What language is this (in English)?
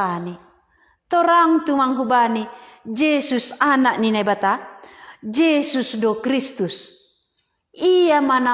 Batak Simalungun